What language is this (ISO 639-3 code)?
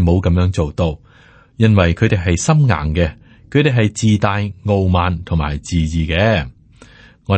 yue